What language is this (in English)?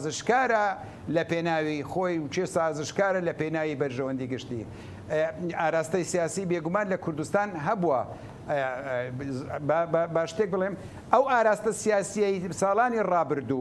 Central Kurdish